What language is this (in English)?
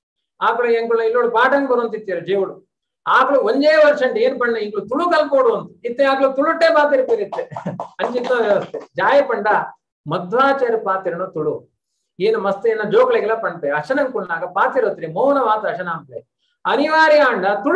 Tulu